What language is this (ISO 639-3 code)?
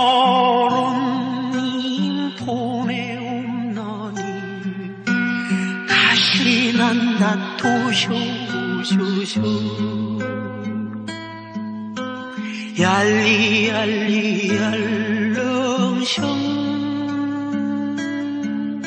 kor